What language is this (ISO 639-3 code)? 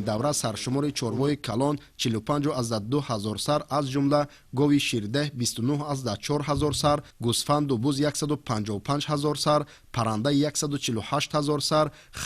tgk